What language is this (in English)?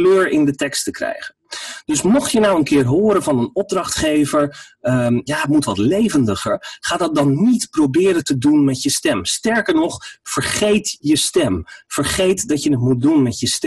Dutch